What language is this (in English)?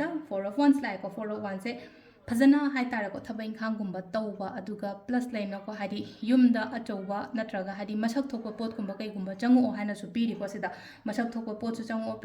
Manipuri